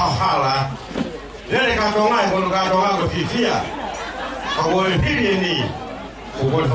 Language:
Tongan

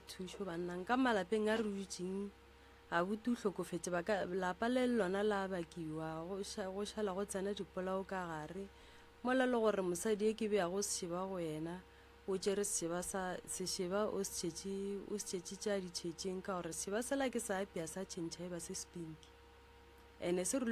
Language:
Northern Sotho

